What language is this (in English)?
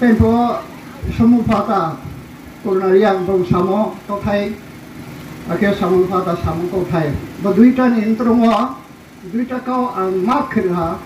Riang (India)